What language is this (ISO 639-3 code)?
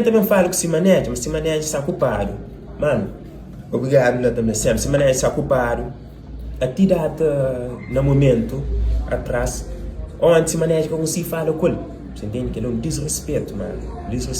kea